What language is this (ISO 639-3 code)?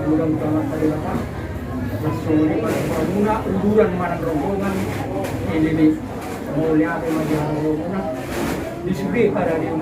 bbc